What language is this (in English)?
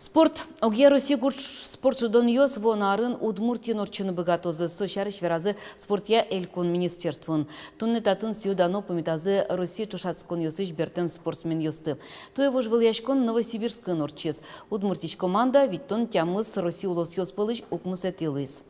Udmurt